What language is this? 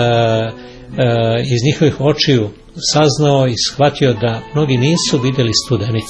Serbian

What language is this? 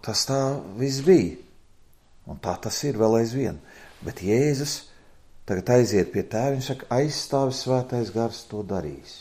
Latvian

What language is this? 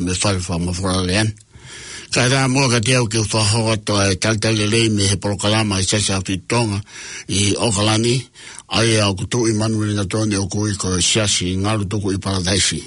Tongan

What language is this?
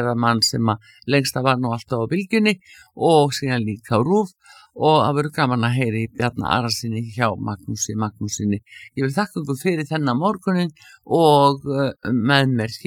Icelandic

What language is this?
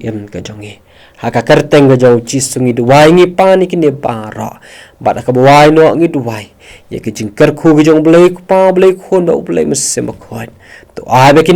Khasi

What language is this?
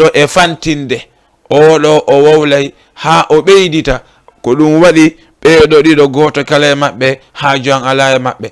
Fula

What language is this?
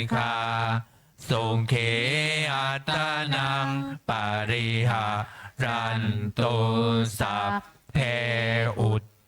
Pali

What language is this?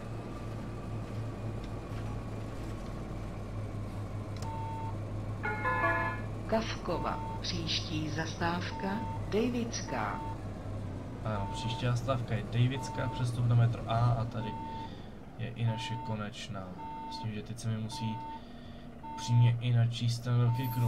Czech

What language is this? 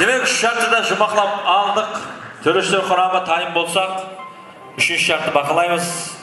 Kara-Kalpak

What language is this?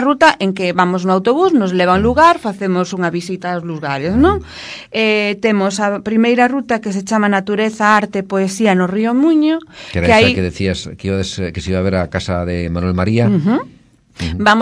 Galician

